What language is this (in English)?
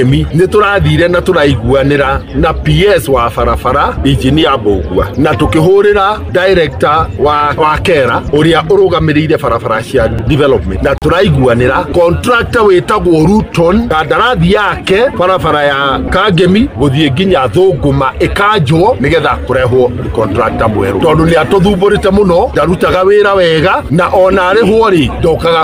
Kikuyu